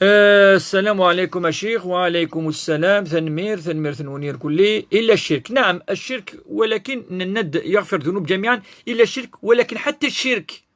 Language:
Kabyle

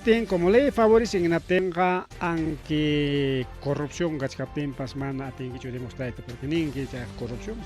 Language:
Ayacucho Quechua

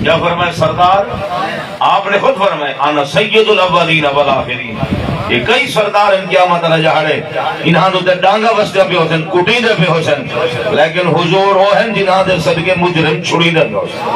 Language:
Saraiki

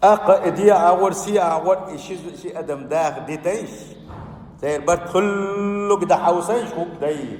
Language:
Chechen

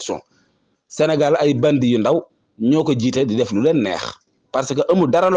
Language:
Wolof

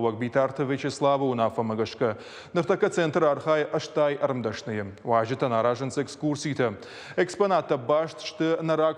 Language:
Ossetic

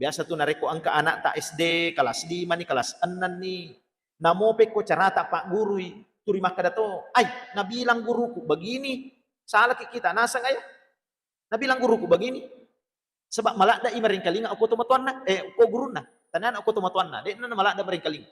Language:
Buginese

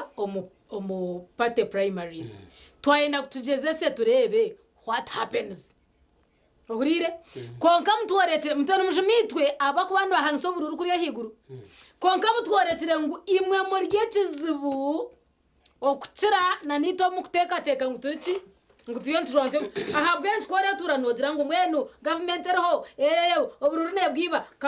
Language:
Nyankole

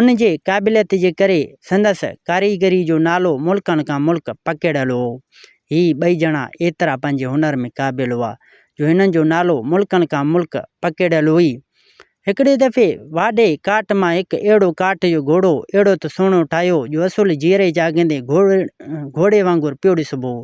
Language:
Sindhi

